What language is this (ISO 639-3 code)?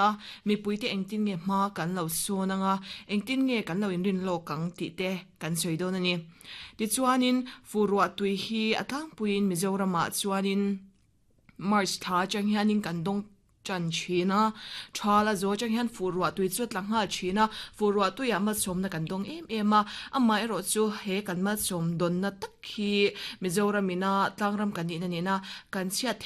lus